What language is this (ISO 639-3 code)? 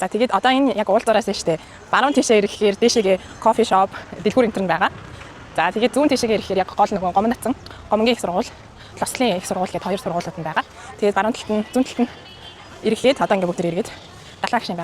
mon